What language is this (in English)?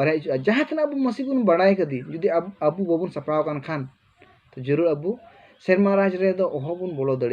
Santali